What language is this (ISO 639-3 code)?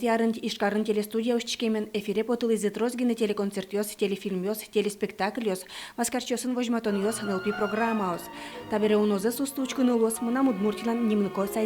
udm